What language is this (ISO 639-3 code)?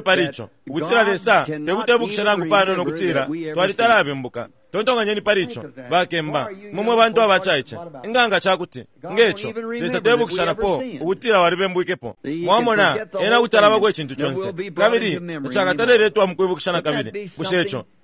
bem